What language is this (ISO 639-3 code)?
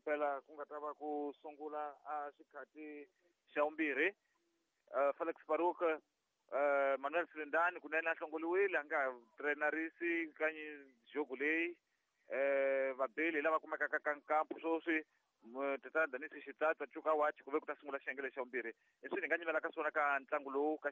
tso